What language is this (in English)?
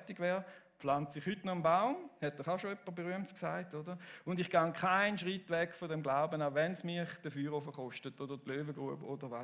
Swiss German